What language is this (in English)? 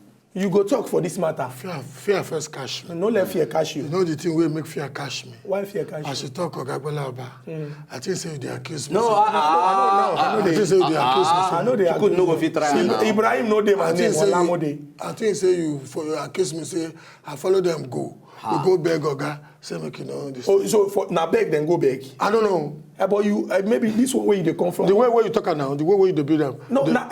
Nigerian Pidgin